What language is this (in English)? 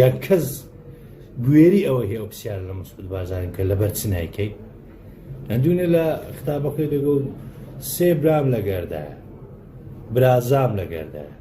Central Kurdish